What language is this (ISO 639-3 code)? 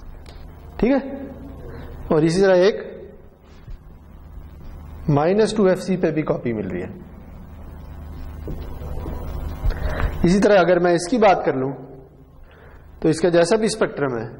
urd